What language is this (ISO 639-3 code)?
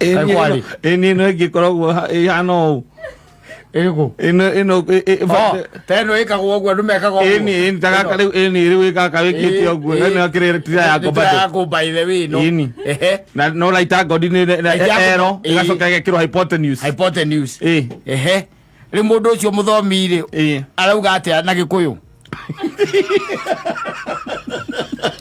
kik